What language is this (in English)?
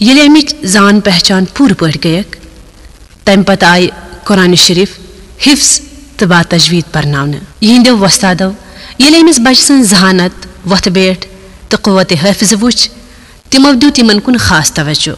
Kashmiri